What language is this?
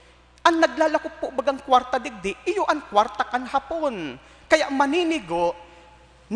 Bikol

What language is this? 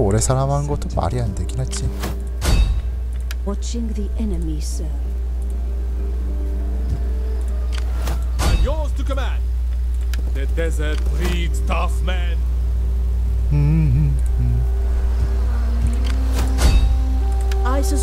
Korean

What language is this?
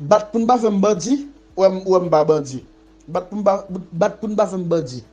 Haitian Creole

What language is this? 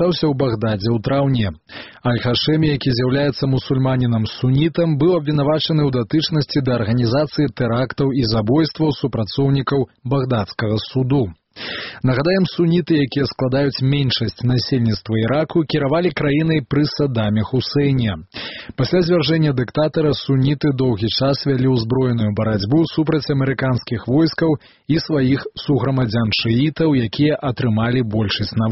Belarusian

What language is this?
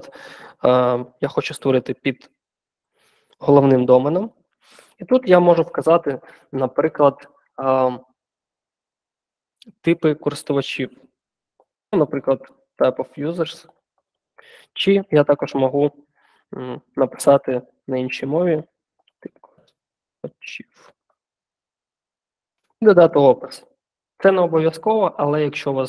Ukrainian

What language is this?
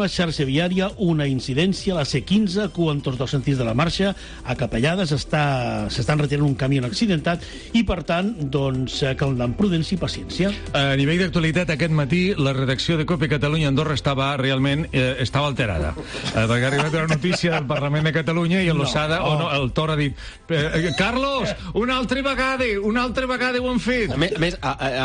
Catalan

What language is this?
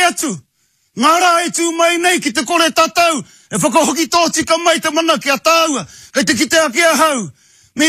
Māori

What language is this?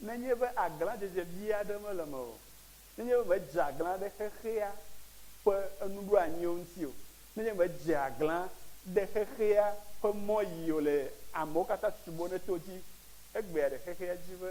Ewe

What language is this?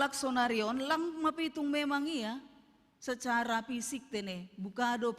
Batak Simalungun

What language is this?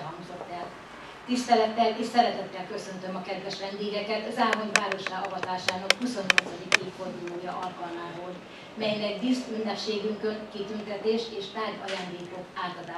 Hungarian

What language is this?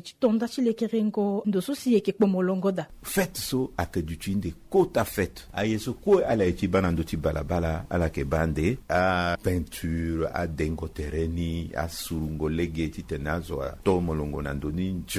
Sango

